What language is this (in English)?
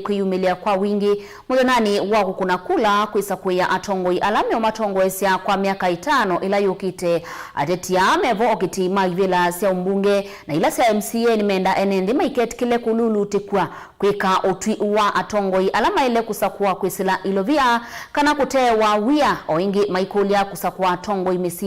Kamba